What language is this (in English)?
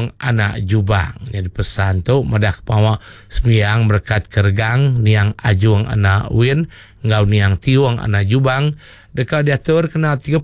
Iban